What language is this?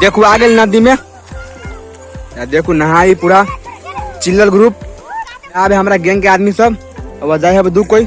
Maithili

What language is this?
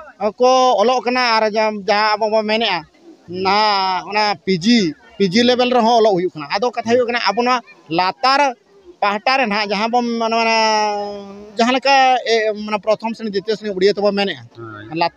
Santali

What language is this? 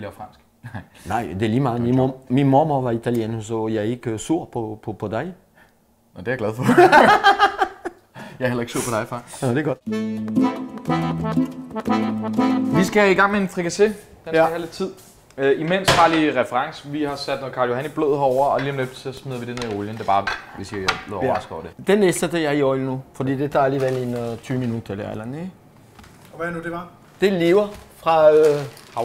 Danish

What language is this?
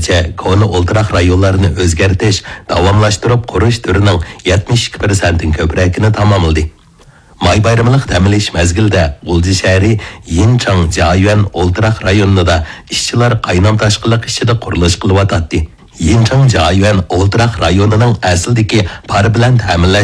Uyghur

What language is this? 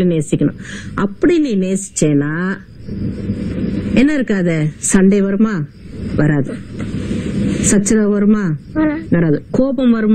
Tamil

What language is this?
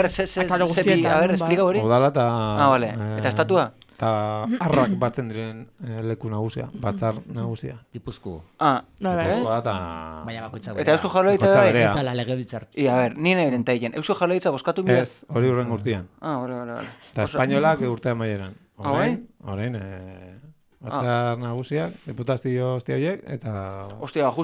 Basque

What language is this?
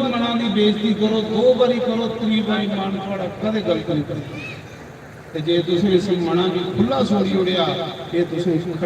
Dogri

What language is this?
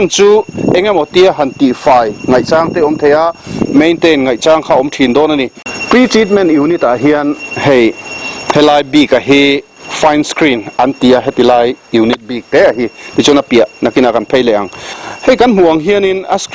Mizo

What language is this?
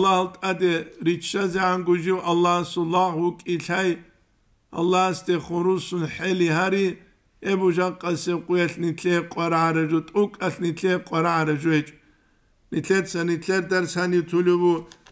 Avaric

